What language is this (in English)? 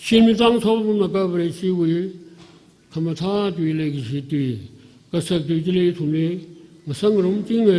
Tangkhul Naga (India)